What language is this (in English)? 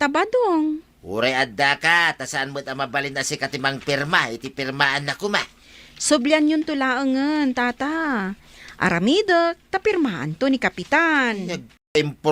Iloko